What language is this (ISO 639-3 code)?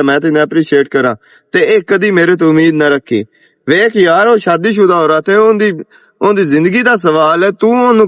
lah